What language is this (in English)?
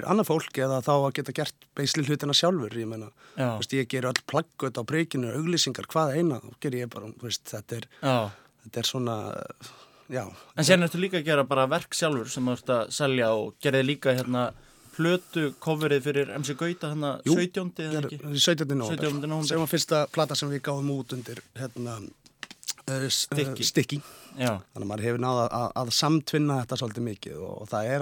Icelandic